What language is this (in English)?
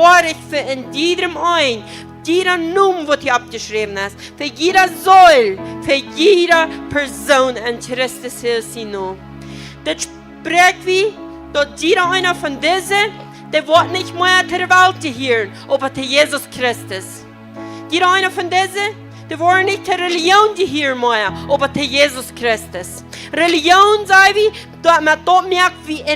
Plautdietsch